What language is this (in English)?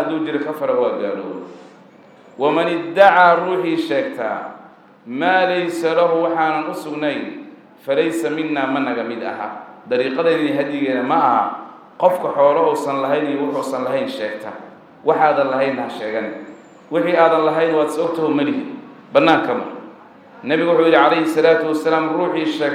Somali